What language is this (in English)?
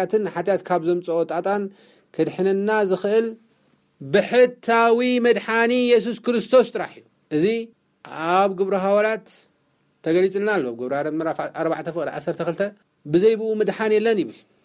Tigrinya